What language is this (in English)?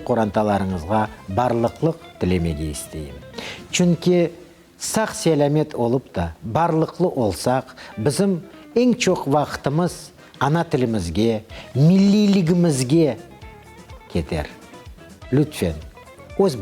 Crimean Tatar